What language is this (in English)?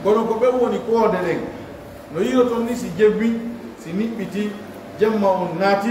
Pular